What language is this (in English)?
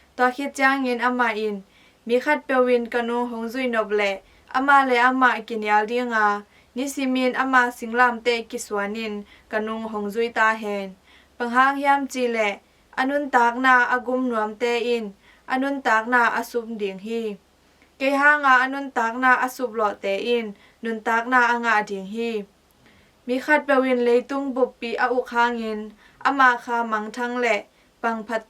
Tedim Chin